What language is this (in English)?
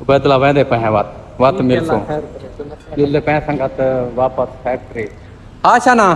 Saraiki